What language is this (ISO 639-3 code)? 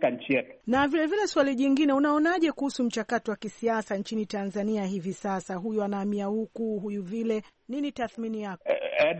swa